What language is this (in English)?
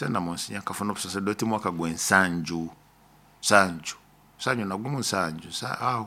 Nyoro